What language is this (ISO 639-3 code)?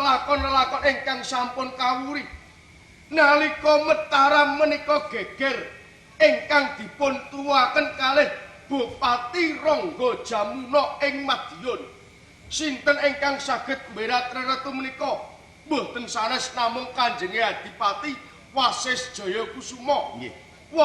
jav